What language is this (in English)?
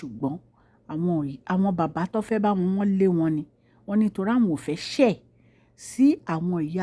Yoruba